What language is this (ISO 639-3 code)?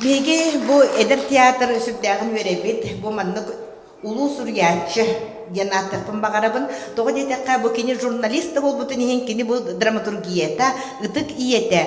sah